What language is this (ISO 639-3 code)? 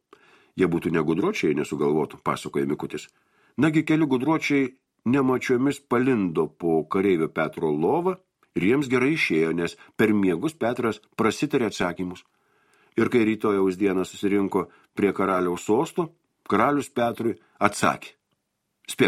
lit